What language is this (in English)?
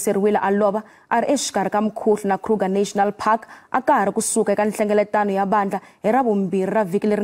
Tsonga